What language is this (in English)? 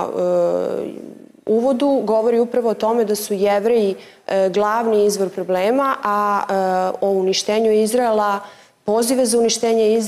Serbian